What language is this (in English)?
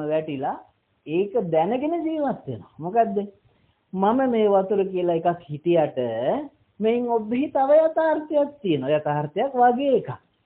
Sinhala